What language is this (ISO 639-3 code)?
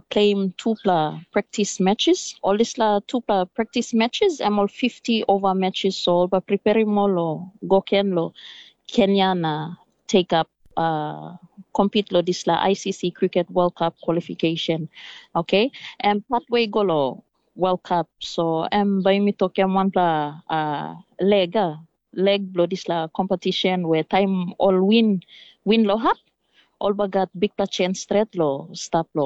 tpi